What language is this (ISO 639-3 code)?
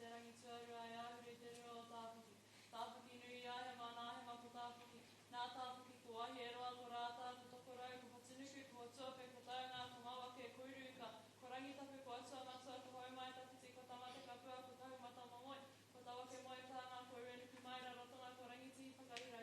mri